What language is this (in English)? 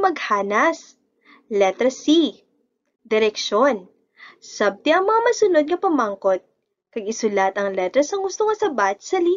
Hiligaynon